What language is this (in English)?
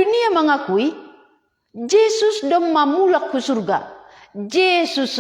Batak Simalungun